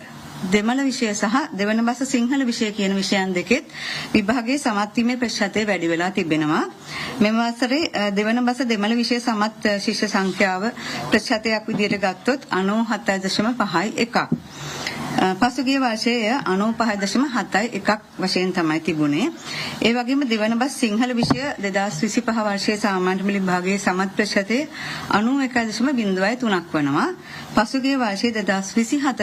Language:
Sinhala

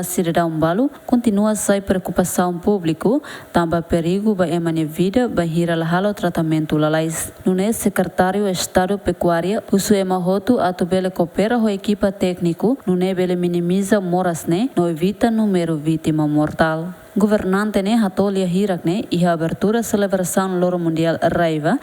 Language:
Tetum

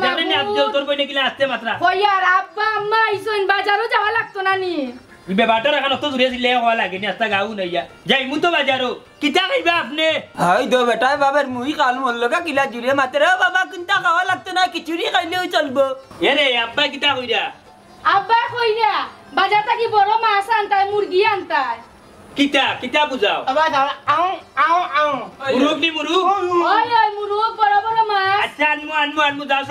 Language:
Sylheti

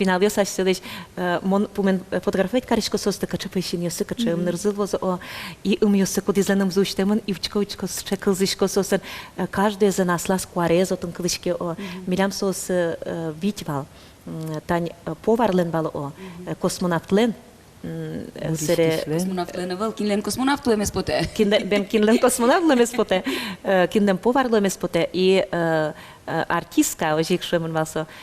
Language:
Udmurt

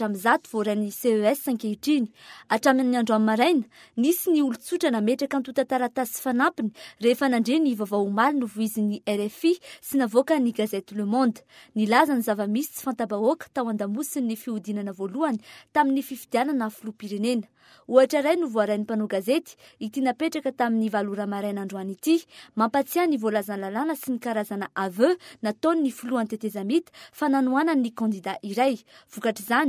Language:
Malagasy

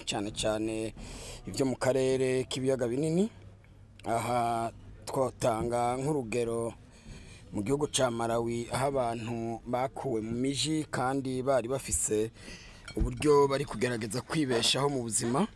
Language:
Rundi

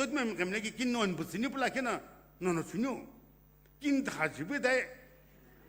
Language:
Sumi Naga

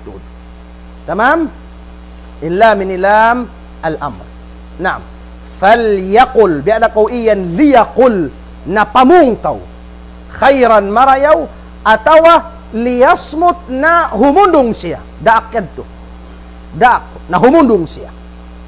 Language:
Tausug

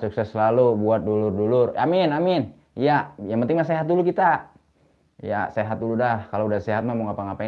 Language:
Betawi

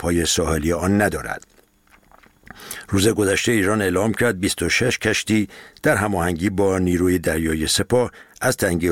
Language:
Persian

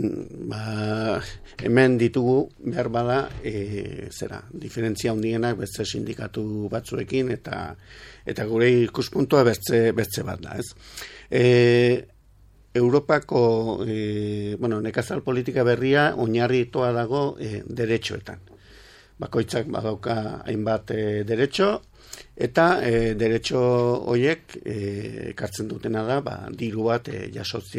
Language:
Basque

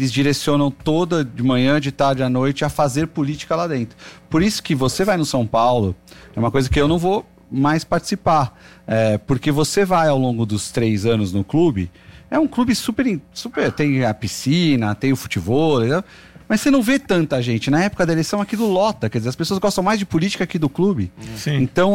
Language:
Portuguese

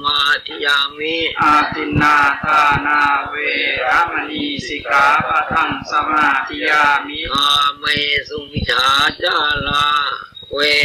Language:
Pali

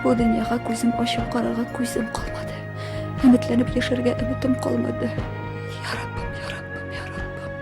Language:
Tatar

